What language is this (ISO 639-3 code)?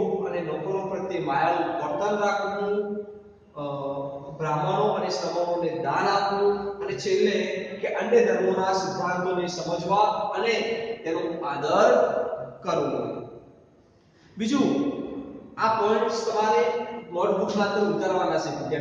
guj